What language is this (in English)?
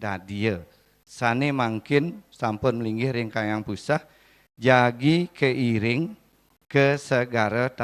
Balinese